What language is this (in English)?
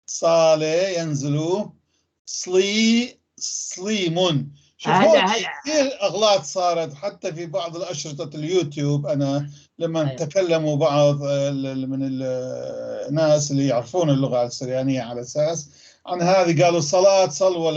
North Levantine Arabic